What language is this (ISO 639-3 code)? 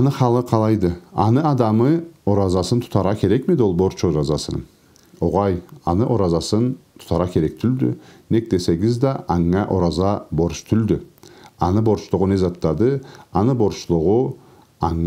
krc